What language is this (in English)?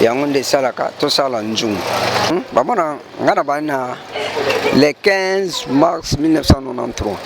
Lingala